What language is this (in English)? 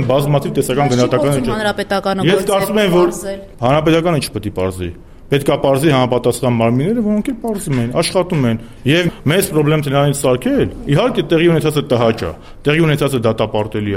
Armenian